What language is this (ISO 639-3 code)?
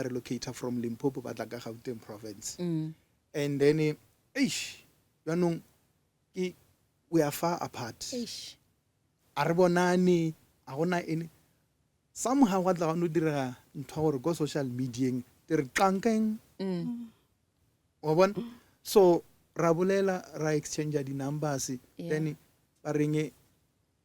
nso